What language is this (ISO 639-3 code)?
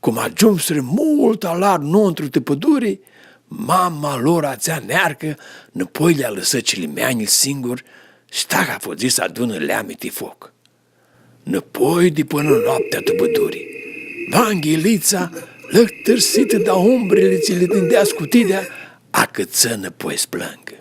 rup